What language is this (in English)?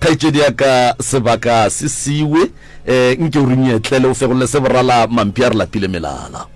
Northern Sotho